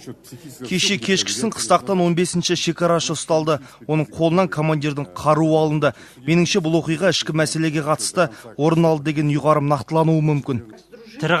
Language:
Kazakh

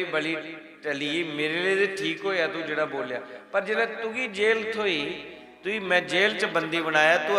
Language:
Dogri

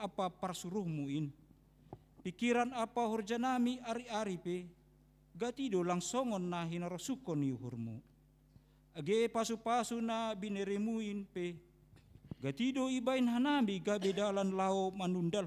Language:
Batak Simalungun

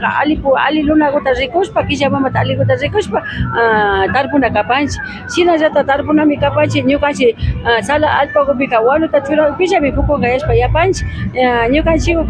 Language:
Imbabura Highland Quichua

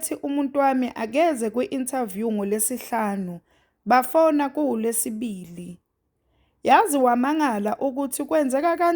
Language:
Zulu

